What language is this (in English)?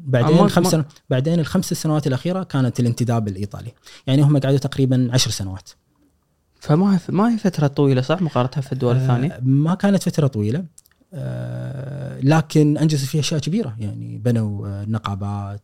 Gulf Arabic